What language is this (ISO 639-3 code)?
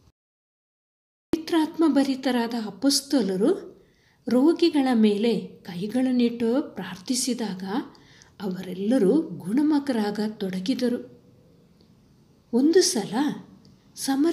kan